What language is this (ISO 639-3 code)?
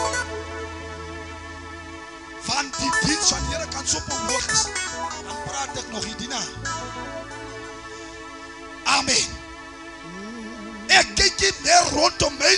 afr